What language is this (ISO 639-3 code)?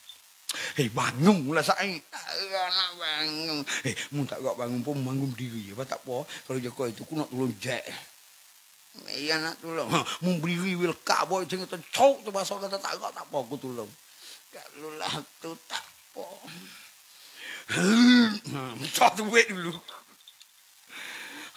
mfa